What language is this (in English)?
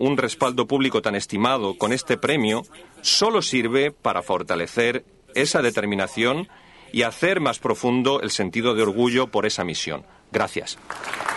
Spanish